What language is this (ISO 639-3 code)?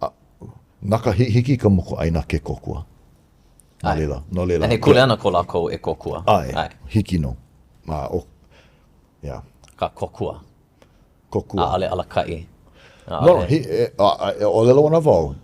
haw